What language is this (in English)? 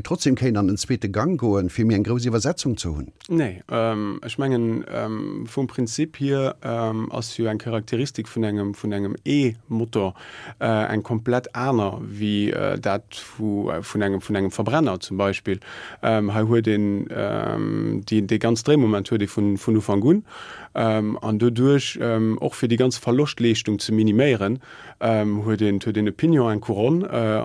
Luxembourgish